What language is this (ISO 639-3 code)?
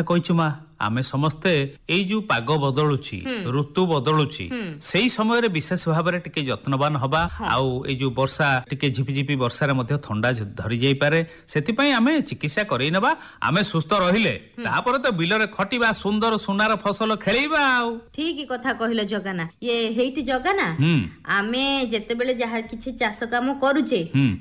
ori